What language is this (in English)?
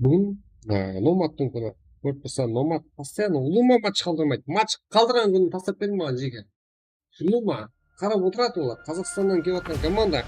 Kara-Kalpak